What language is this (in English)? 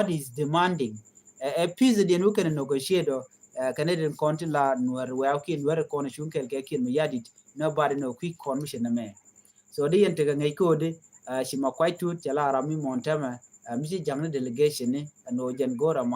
Nuer